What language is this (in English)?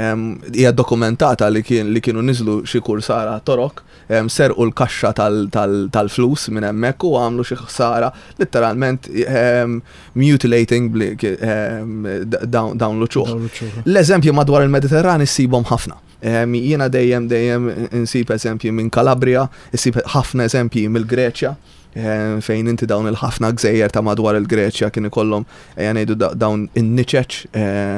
Maltese